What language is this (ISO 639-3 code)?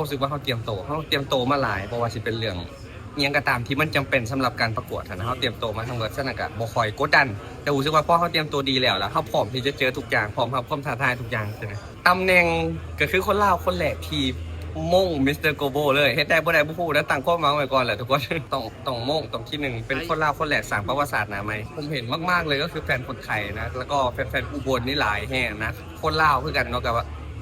lao